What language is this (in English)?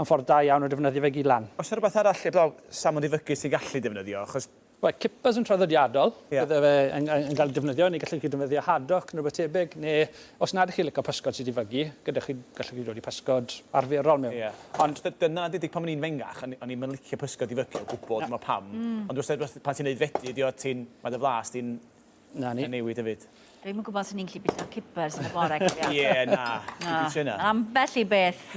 Welsh